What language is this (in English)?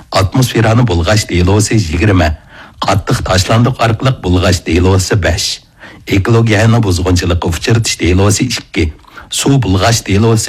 Uyghur